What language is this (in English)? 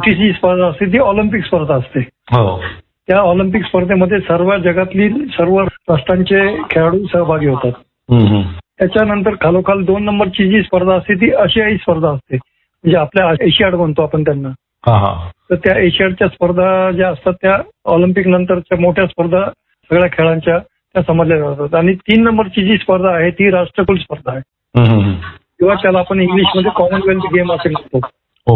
Marathi